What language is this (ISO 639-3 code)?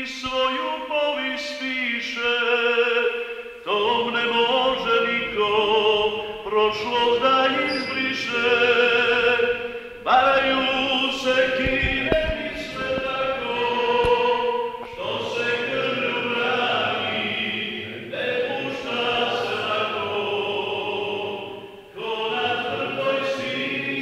hrv